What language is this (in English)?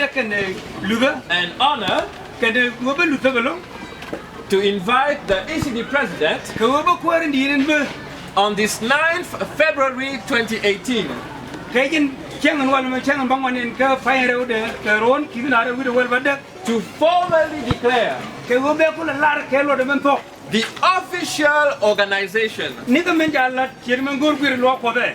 Nuer